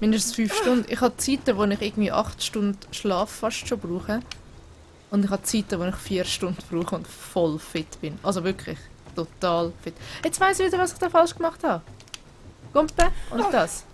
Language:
Swiss German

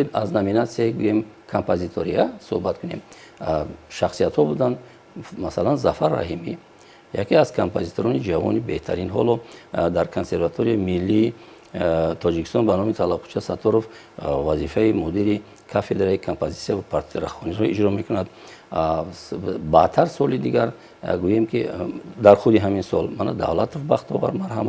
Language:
Tajik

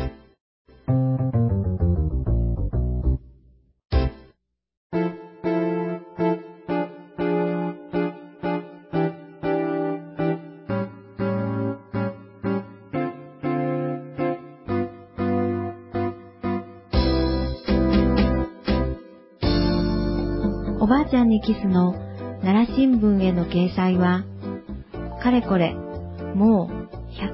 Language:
Japanese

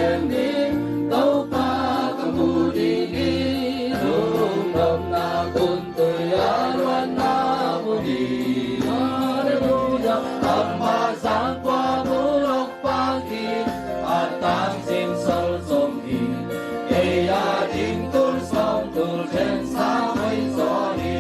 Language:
Tedim Chin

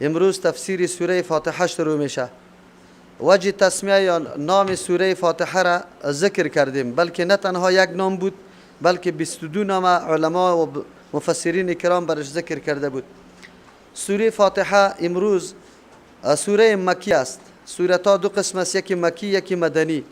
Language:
Persian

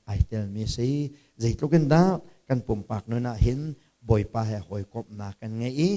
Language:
Hakha Chin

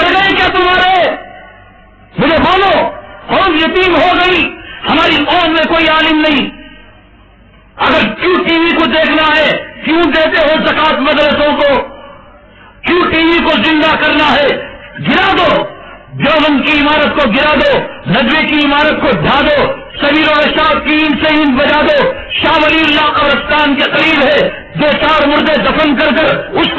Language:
Urdu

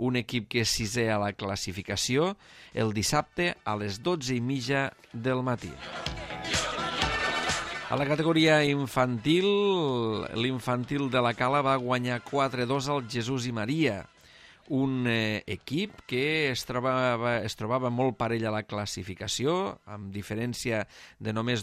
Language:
Catalan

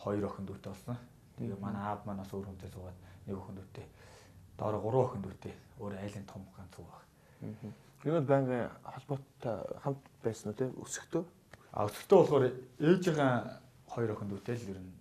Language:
Mongolian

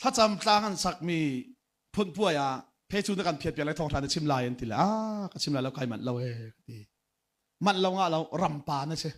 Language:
Hakha Chin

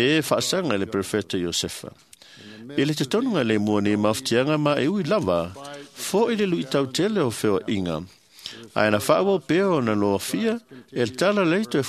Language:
Samoan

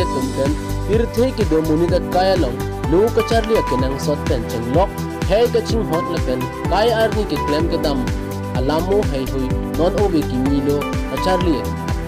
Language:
Karbi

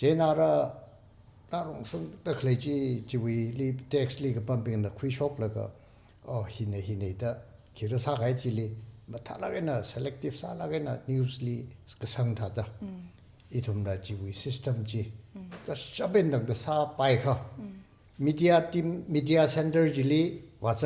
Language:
Tangkhul Naga (India)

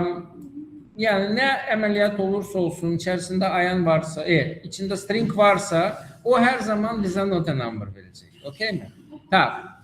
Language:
Azerbaijani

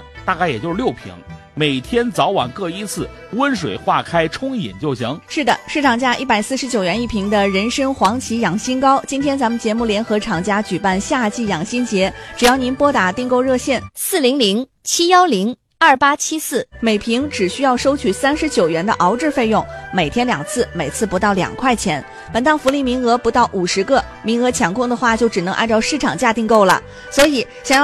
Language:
Chinese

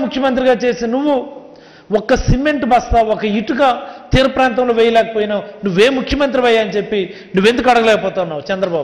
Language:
Telugu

